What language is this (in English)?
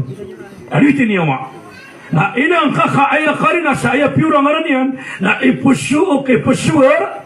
Maranao